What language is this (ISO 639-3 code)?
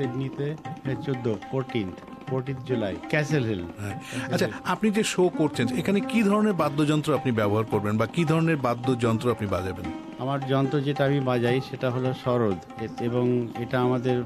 ben